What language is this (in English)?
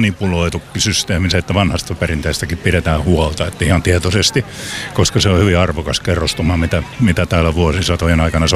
Finnish